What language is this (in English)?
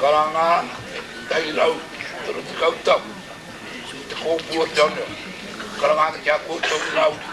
Māori